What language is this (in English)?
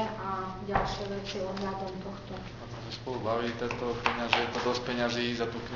Slovak